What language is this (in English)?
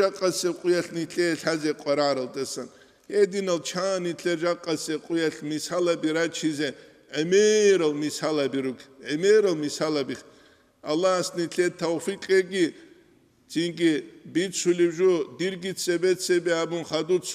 Avaric